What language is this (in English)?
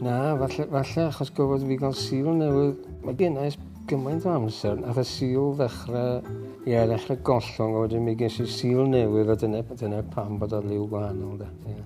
Welsh